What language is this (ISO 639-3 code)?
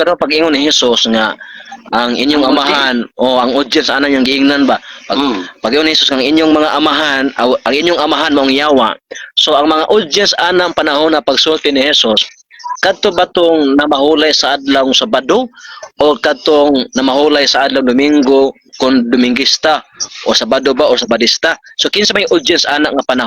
ceb